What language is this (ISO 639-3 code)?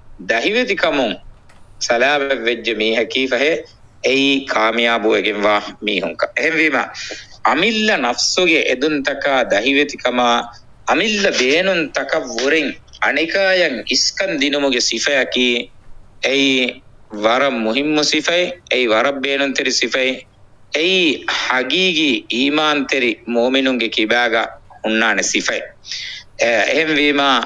div